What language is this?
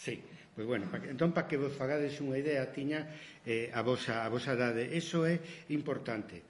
Galician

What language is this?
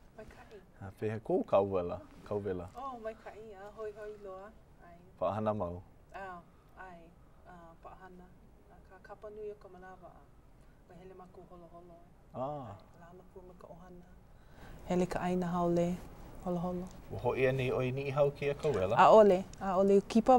Hawaiian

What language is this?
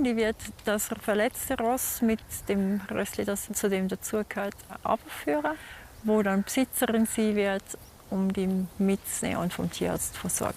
Swiss German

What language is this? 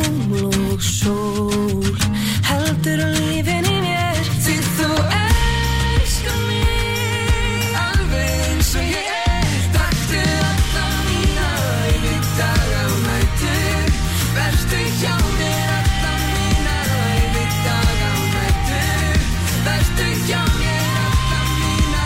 Icelandic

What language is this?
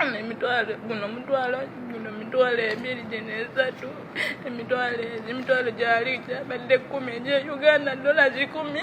Ganda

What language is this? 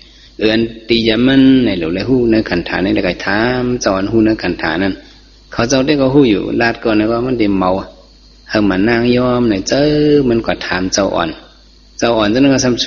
Shan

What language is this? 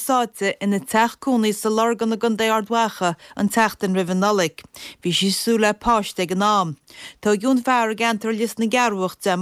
Irish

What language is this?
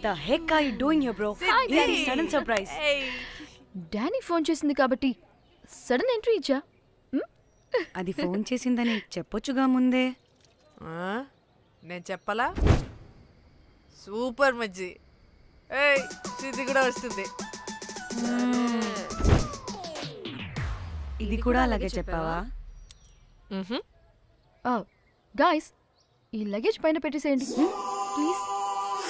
Telugu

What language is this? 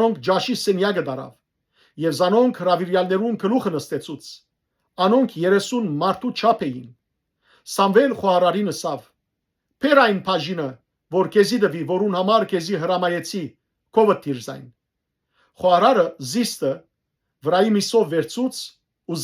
Western Armenian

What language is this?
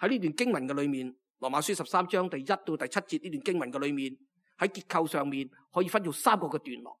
Cantonese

